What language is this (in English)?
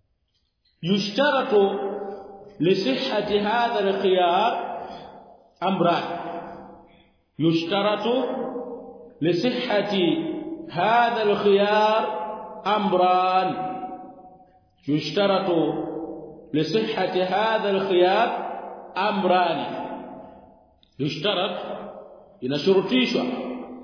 Swahili